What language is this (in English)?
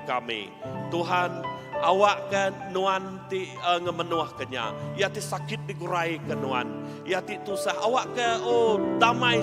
Iban